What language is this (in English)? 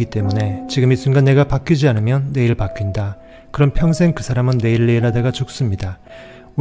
Korean